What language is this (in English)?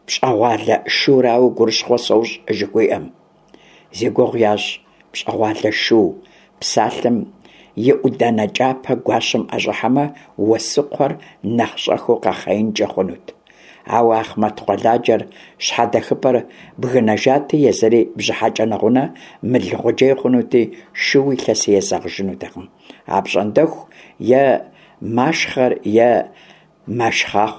Kabardian